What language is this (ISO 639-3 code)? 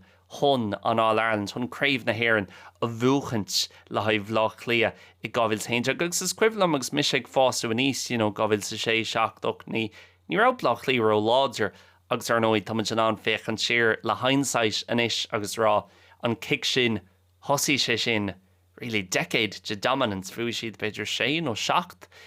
gle